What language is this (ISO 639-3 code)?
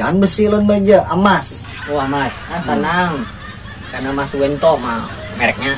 bjn